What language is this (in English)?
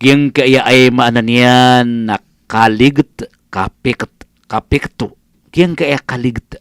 Maranao